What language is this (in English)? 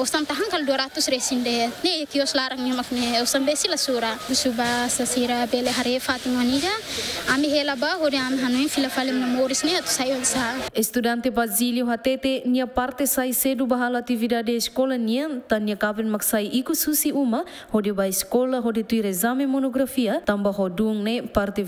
Tetum